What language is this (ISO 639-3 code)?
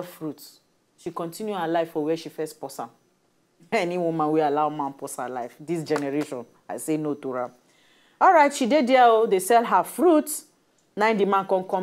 pcm